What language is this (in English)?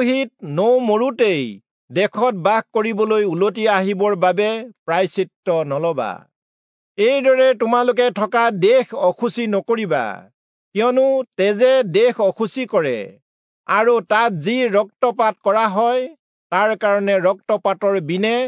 Assamese